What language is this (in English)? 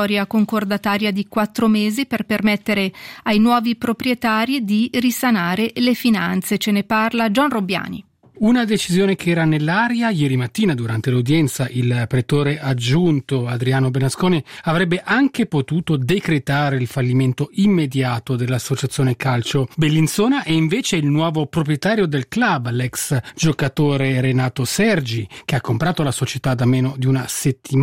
Italian